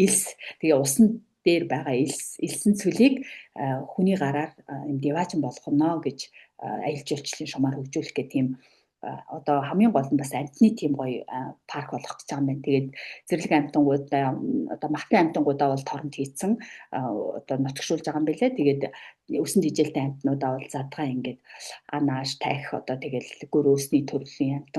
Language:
Mongolian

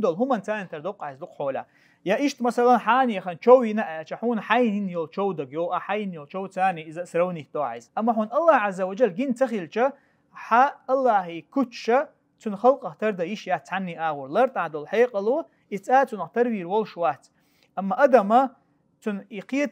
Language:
Chechen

